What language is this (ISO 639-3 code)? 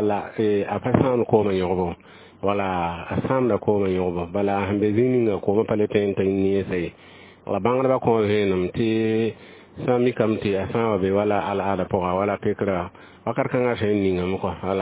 mos